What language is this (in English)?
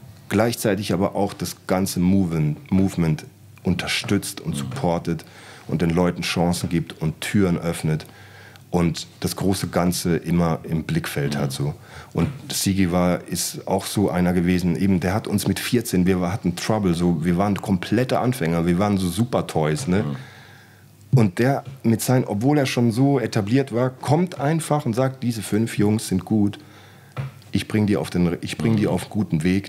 German